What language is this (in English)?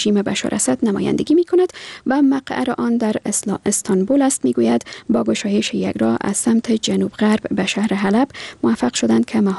Persian